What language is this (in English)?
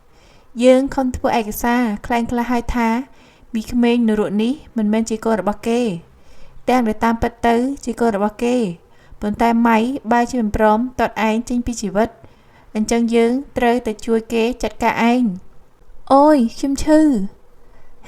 Khmer